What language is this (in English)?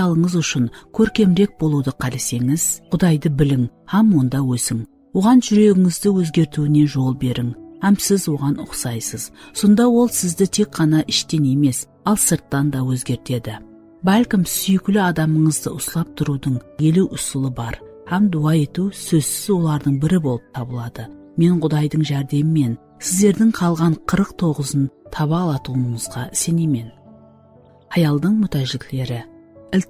Kara-Kalpak